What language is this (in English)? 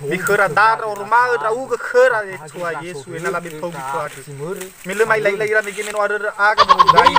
Nias